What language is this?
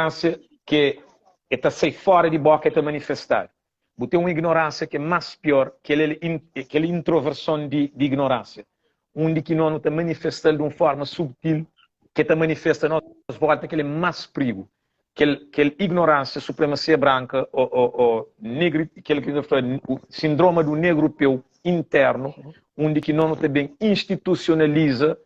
Kabuverdianu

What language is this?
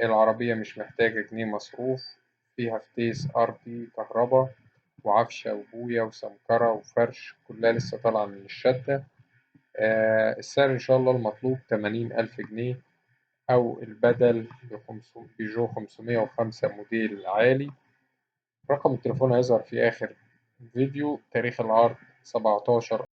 Egyptian Arabic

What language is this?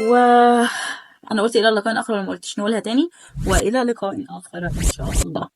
Egyptian Arabic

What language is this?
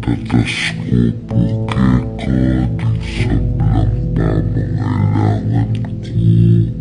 Pampanga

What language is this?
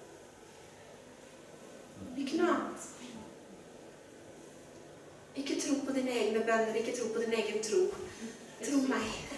Norwegian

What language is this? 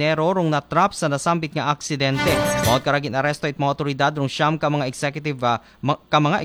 Aklanon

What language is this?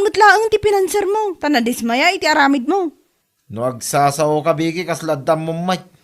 Iloko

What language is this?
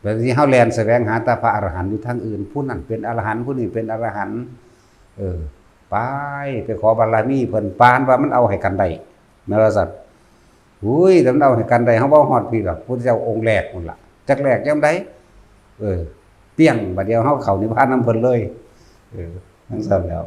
Northeastern Thai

